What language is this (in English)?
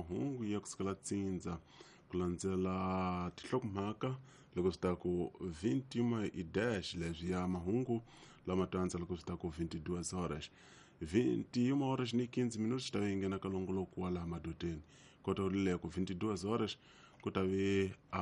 Tsonga